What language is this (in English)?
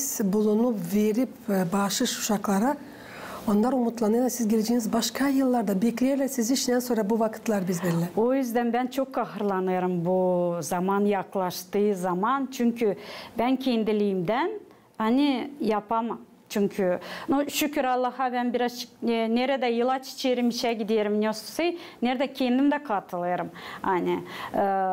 Gagauz